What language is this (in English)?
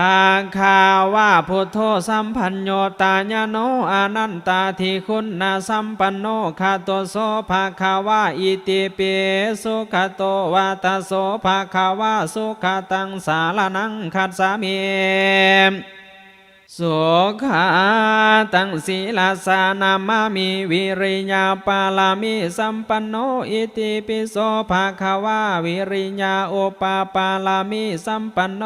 Pali